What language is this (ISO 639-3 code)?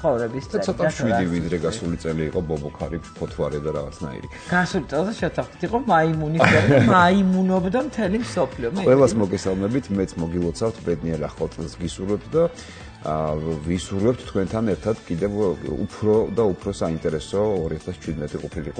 kat